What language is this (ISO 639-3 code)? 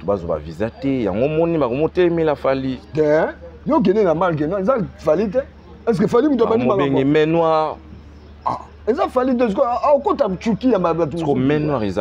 lin